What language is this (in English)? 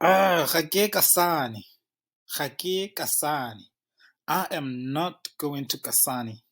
Tswana